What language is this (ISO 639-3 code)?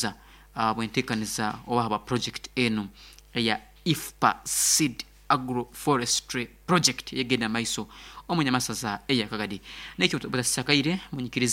nyo